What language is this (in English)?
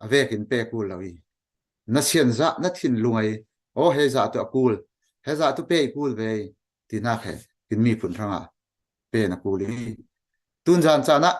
Falam Chin